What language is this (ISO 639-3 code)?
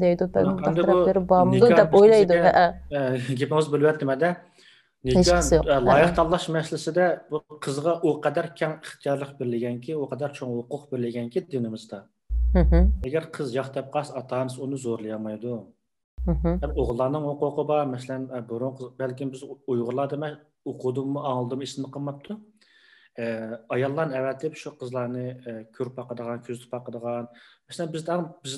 uig